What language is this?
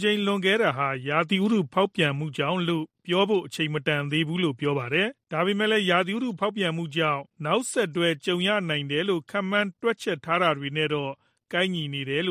Burmese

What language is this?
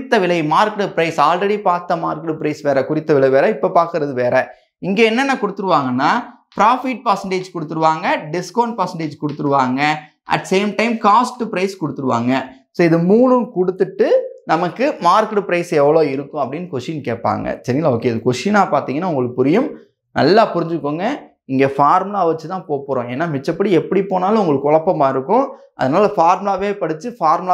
Tamil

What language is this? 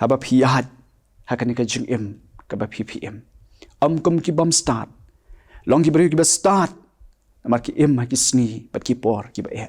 Khasi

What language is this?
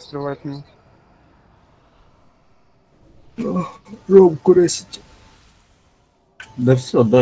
Russian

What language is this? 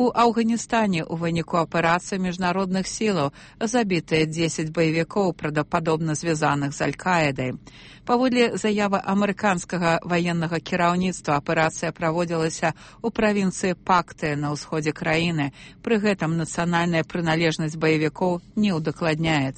Belarusian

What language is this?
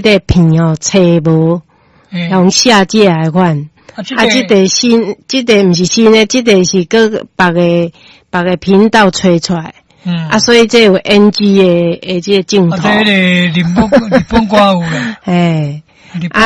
Min Nan Chinese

